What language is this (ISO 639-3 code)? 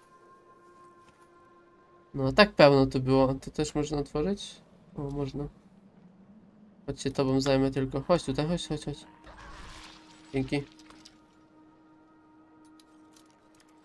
pol